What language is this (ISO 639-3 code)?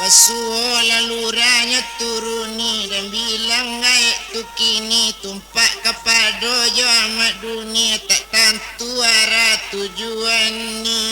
min